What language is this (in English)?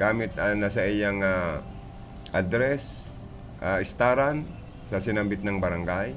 Bikol